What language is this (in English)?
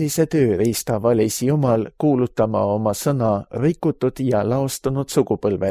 Estonian